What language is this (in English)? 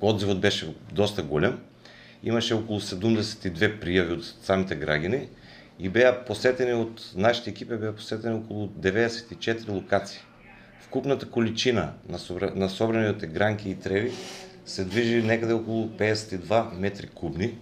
Macedonian